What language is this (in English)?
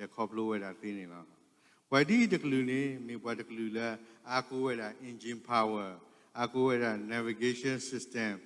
S'gaw Karen